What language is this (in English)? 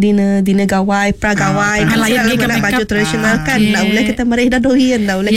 Iban